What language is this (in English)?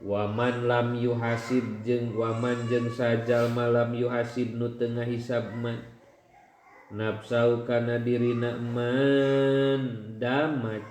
Sundanese